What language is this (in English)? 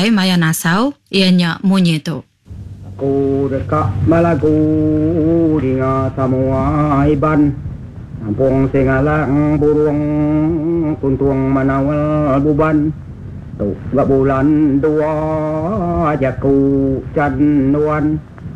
Iban